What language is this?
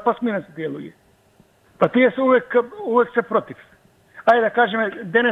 Macedonian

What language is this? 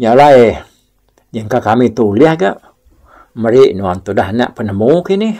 Iban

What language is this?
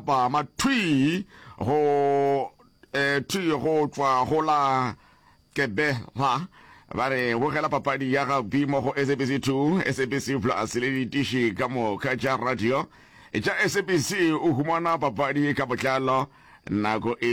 Northern Sotho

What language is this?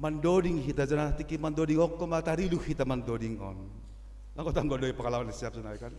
Batak Simalungun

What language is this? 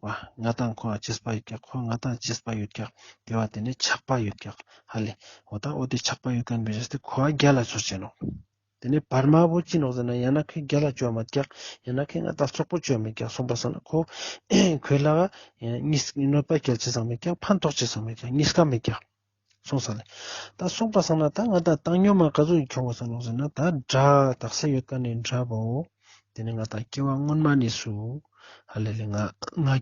Ladakhi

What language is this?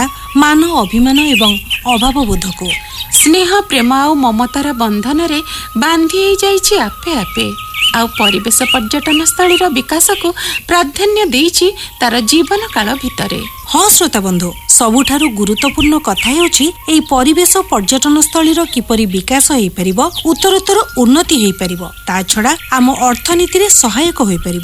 Odia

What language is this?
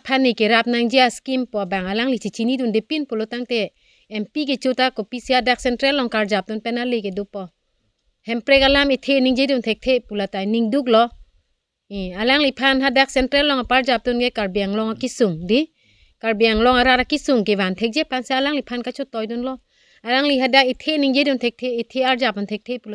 Karbi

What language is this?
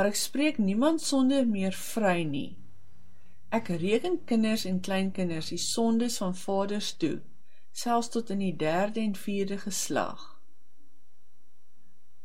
Afrikaans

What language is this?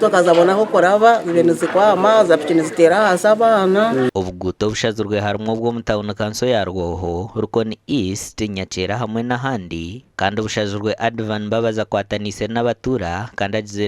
Nyankole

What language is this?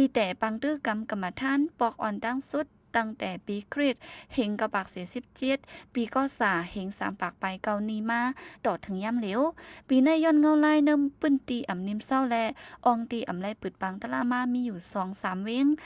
Shan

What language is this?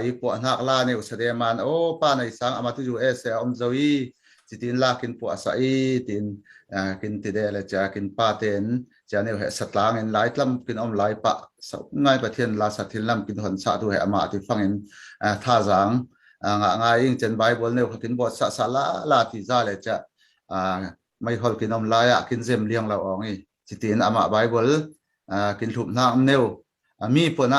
Falam Chin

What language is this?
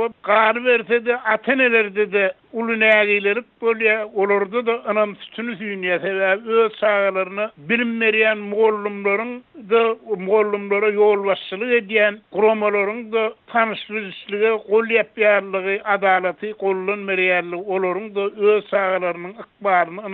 Turkmen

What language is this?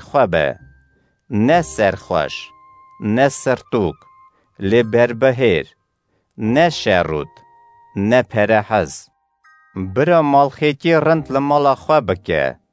Kurdish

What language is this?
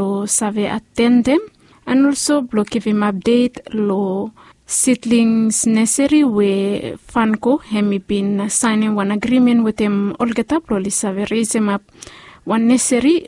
Bislama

